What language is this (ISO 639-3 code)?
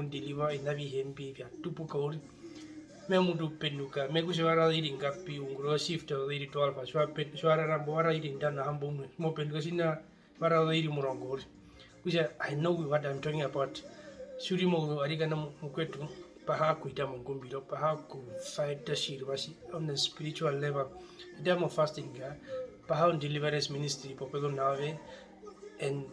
her